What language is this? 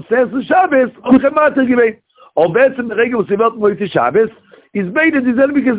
Yiddish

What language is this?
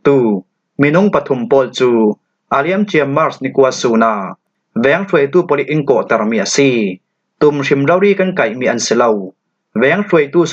Falam Chin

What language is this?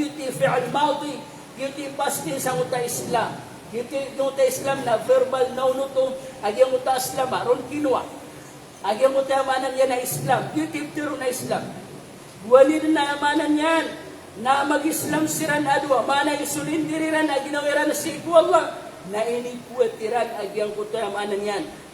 Maranao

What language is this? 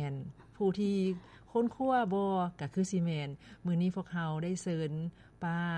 Lao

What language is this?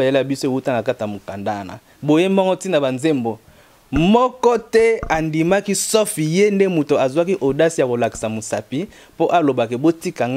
Lingala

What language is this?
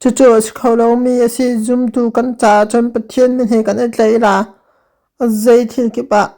Hakha Chin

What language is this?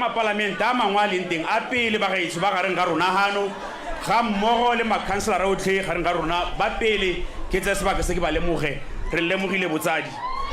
Tswana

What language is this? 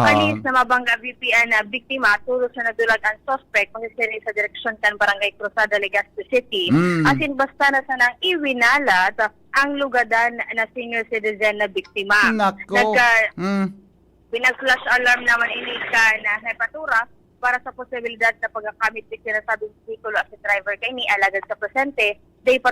Bikol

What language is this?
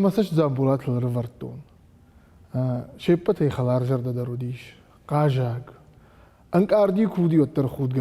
Ossetic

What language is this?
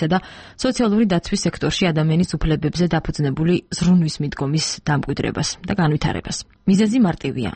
Georgian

